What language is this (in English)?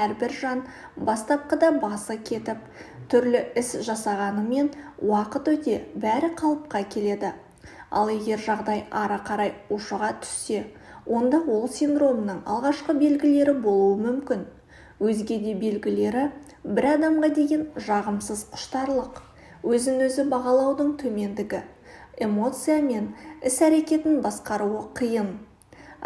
Kazakh